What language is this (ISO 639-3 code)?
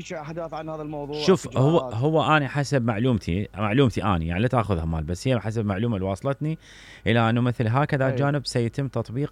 acm